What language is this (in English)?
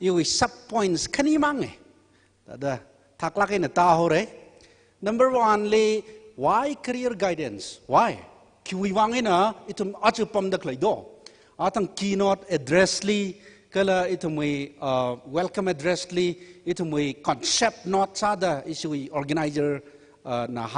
Tangkhul Naga (India)